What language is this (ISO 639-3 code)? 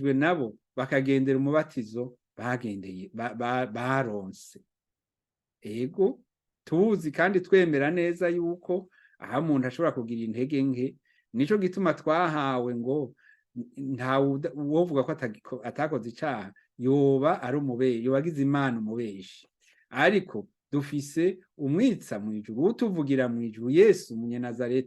run